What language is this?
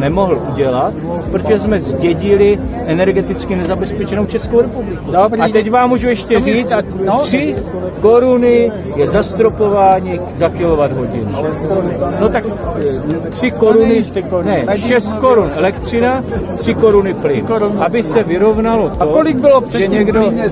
Czech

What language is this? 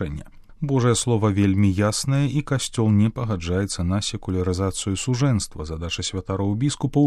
Belarusian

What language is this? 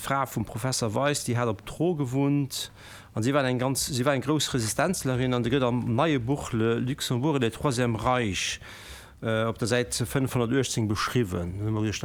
Luxembourgish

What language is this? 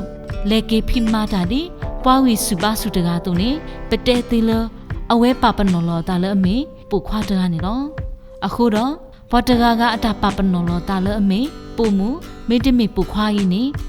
S'gaw Karen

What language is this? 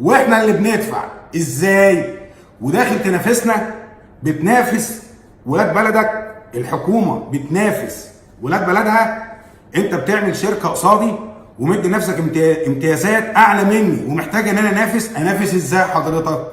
Egyptian Arabic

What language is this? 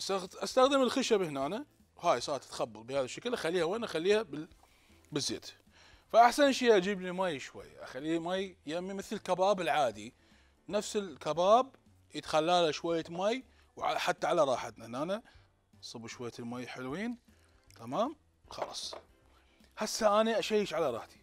Mesopotamian Arabic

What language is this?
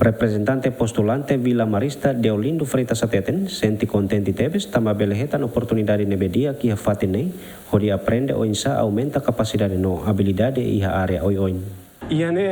Tetum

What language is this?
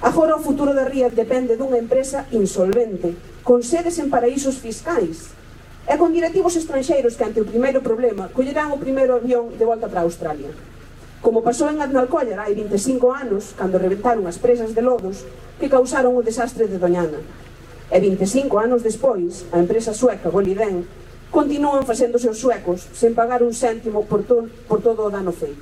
Galician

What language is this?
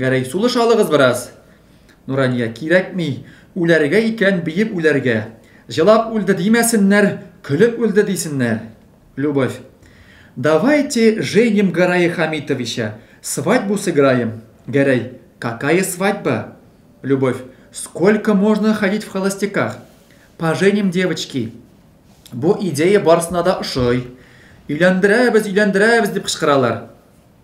Tatar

